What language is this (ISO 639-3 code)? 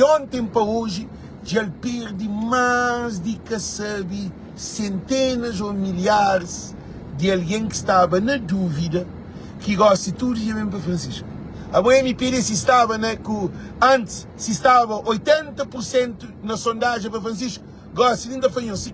kea